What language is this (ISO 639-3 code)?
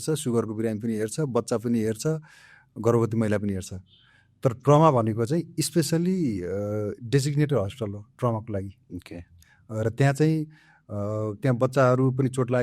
nep